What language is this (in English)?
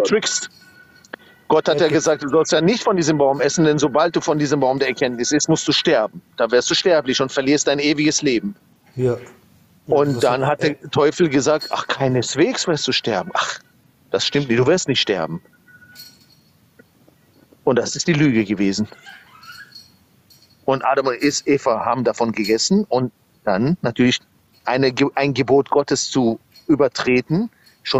German